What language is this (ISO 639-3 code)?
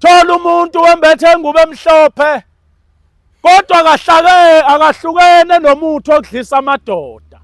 zul